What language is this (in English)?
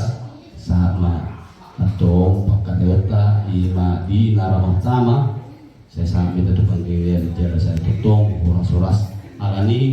Batak Toba